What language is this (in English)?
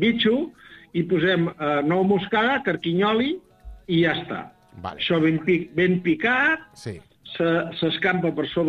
Catalan